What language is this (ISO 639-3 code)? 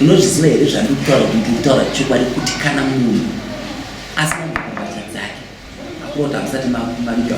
sna